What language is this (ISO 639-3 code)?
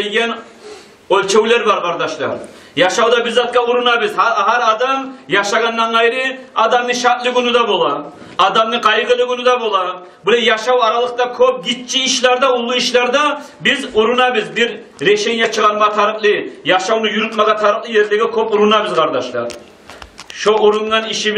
kum